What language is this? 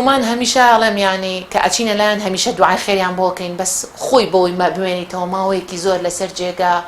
Central Kurdish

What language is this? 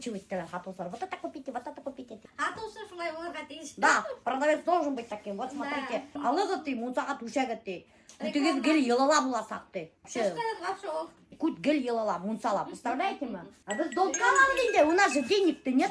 Bashkir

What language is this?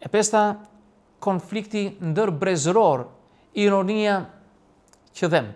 Albanian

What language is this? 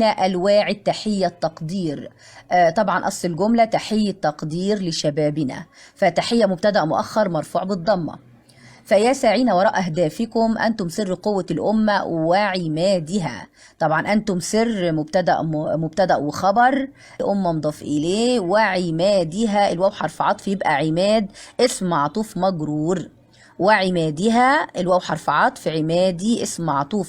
Egyptian Arabic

